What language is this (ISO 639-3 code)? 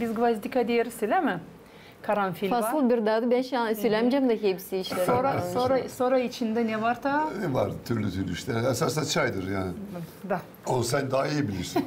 gag